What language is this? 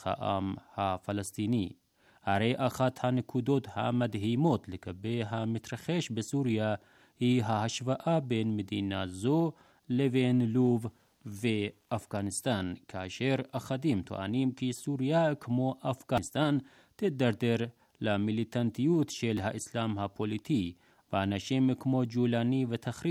Hebrew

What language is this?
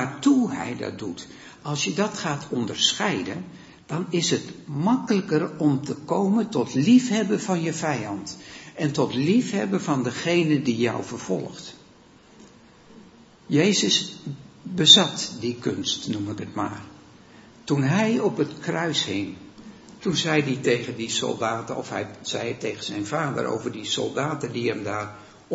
Dutch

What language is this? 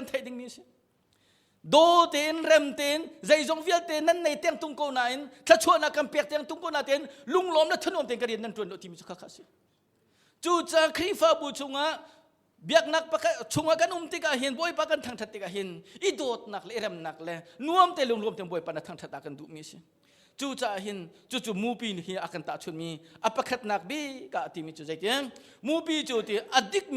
Hakha Chin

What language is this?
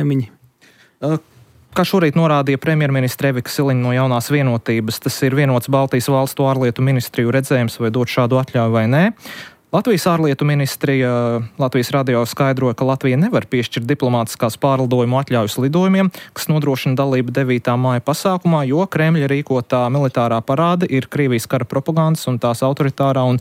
Latvian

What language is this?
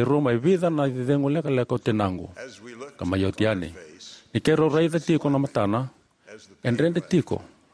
Fijian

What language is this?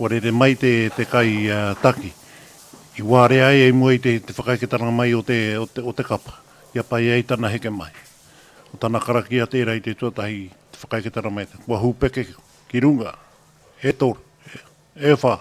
Māori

